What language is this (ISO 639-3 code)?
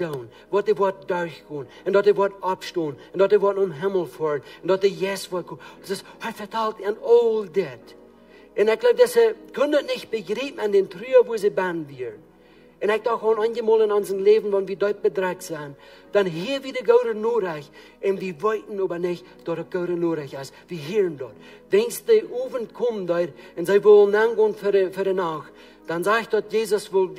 pdt